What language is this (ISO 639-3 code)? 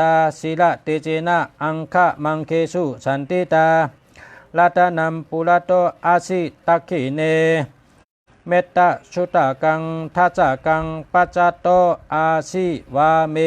shn